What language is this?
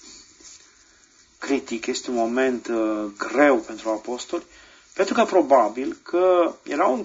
Romanian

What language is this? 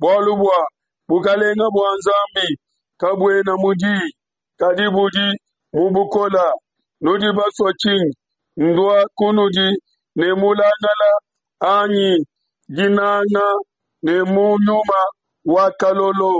Luba-Lulua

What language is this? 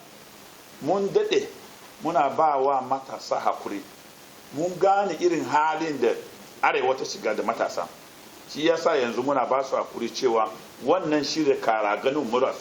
Hausa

